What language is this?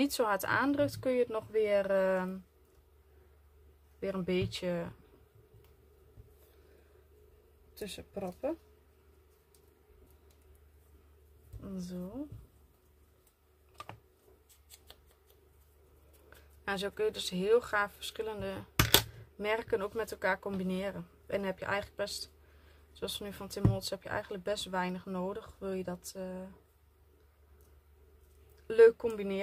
Dutch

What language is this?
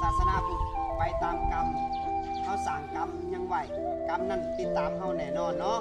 Northeastern Thai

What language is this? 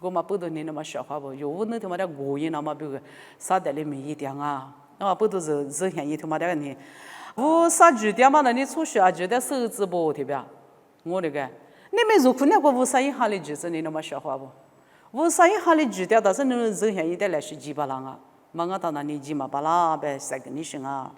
Lisu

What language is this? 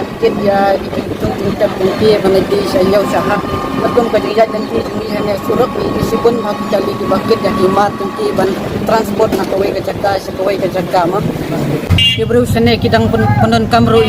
Khasi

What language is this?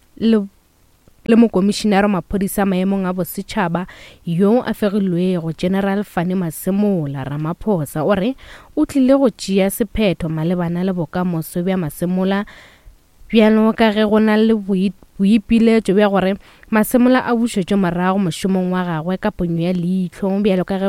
Northern Sotho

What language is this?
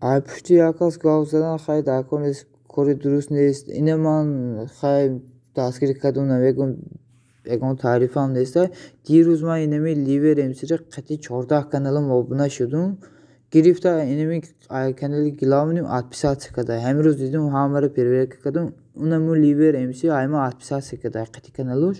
Tajik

